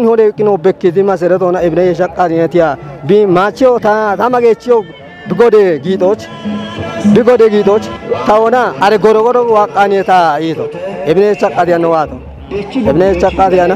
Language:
Kafa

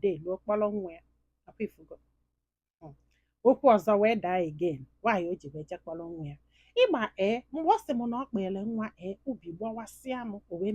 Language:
Igbo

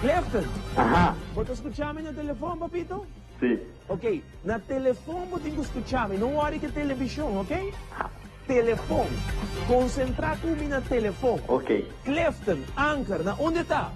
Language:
Papiamento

